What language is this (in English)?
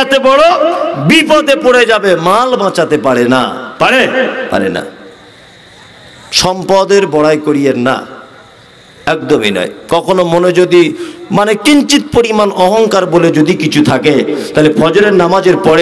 Bangla